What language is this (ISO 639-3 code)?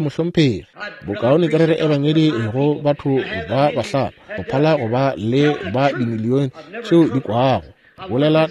nso